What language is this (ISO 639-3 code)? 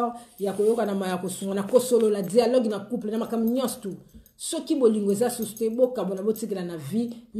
lin